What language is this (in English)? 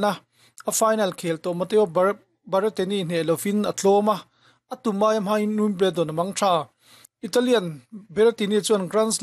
Mizo